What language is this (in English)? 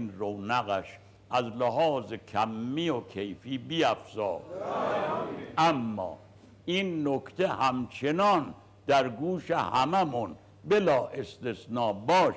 Persian